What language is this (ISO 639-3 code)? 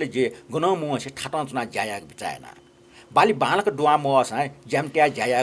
new